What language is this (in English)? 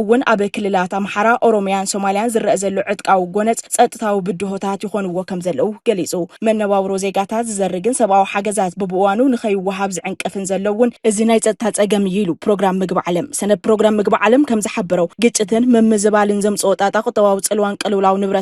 Tigrinya